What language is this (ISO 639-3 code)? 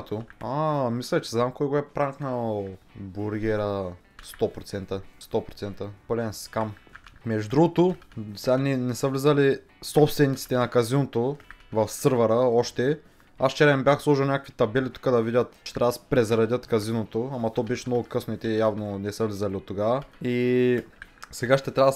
bul